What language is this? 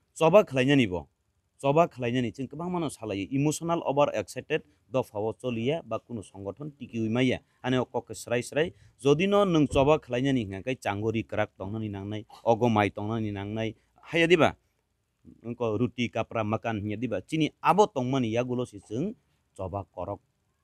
Kok Borok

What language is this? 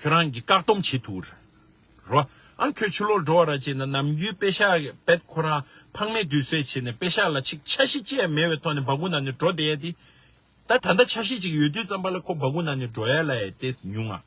Tibetan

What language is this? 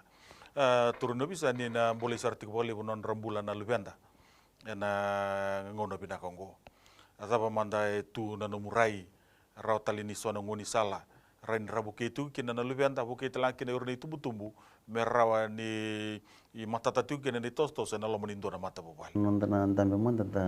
Fijian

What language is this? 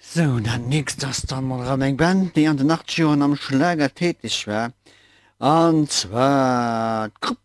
Luxembourgish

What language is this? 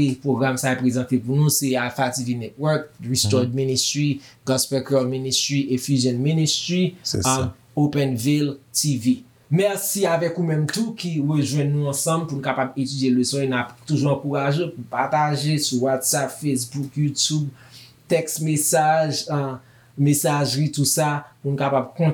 Haitian Creole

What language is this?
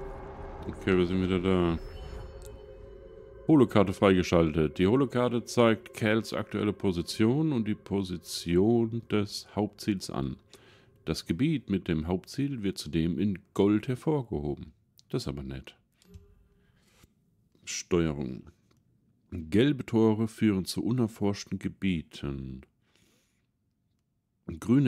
German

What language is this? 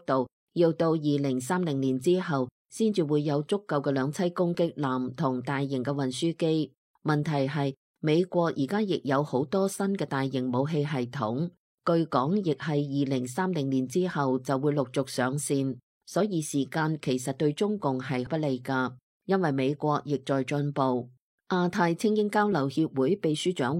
Cantonese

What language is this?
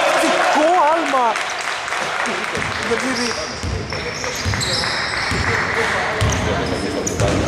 Greek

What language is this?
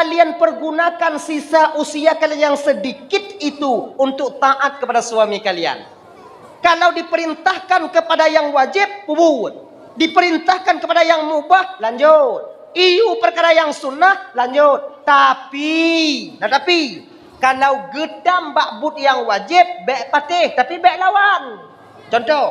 Achinese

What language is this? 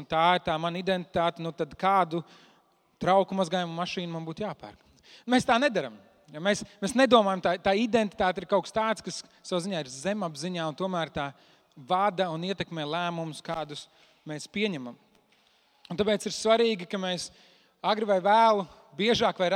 Latvian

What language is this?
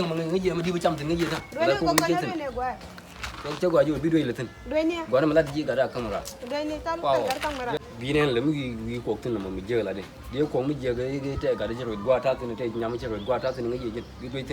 Nuer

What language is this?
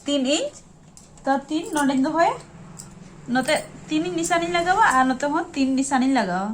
Santali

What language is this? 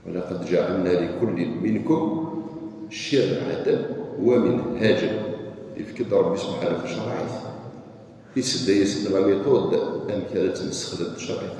Kabyle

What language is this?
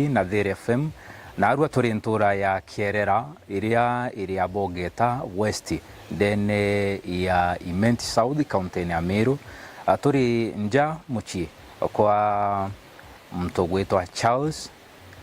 Meru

